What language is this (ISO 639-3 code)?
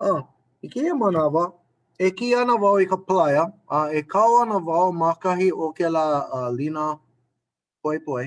haw